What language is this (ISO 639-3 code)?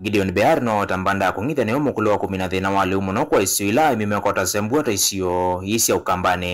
kam